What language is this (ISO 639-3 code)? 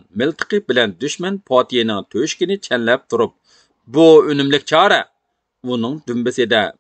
uig